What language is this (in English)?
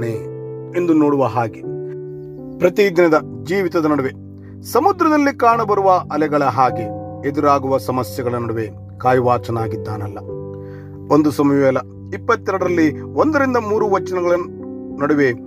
Kannada